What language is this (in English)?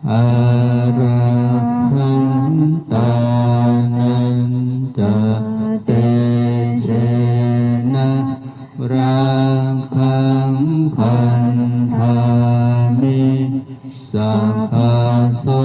Pali